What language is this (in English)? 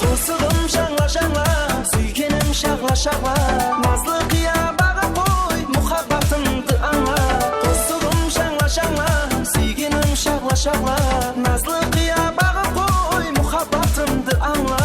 Kara-Kalpak